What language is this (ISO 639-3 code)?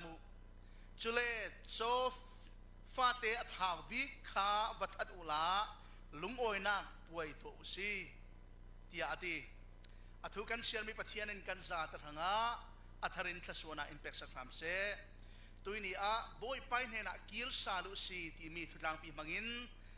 cfm